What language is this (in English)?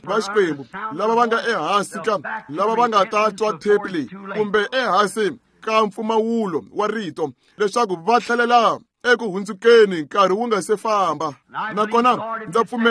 Tsonga